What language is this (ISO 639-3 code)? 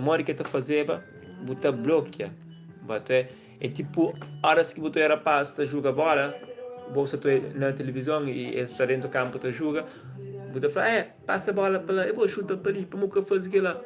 kea